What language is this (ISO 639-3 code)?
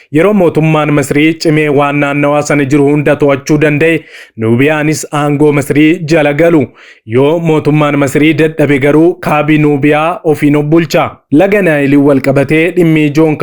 orm